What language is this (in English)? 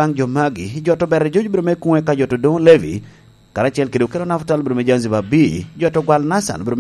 Lango (Uganda)